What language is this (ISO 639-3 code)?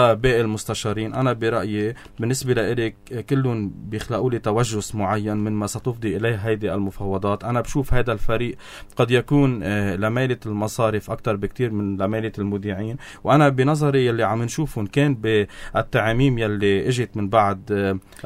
apc